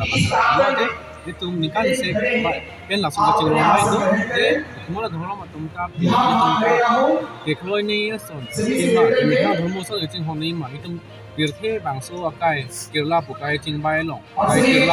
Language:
Karbi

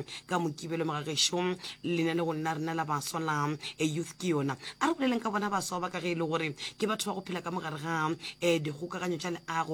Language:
Northern Sotho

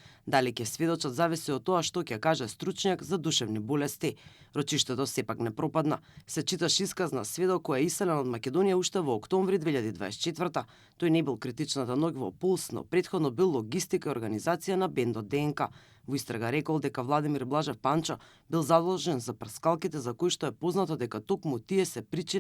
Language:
Macedonian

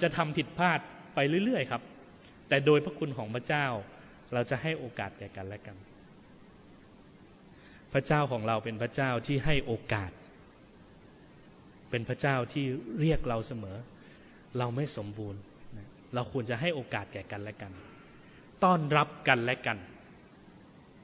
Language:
Thai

